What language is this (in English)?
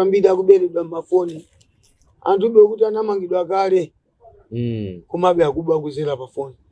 Nyanja